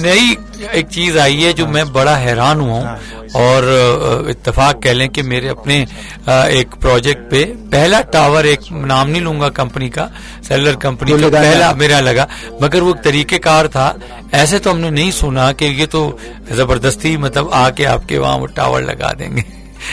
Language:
Urdu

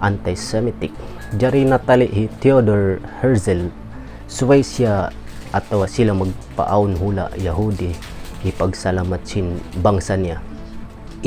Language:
Tausug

